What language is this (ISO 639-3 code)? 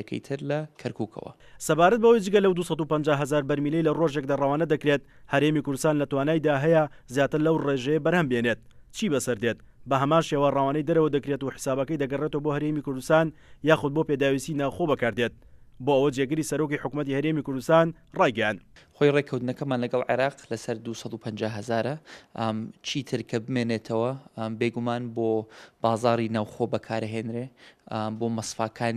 ckb